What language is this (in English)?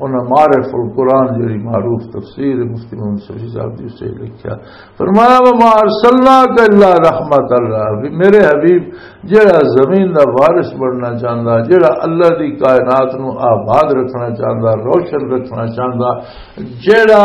Western Panjabi